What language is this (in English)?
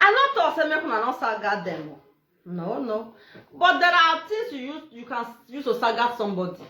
Nigerian Pidgin